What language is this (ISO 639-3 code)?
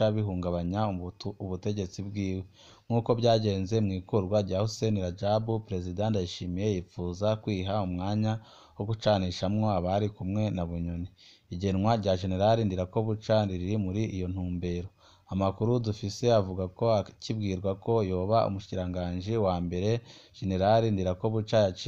run